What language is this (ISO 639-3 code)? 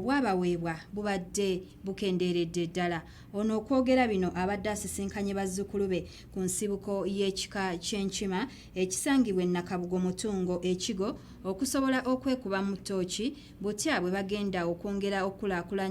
lug